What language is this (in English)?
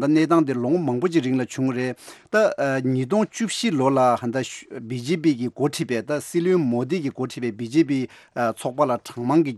Tibetan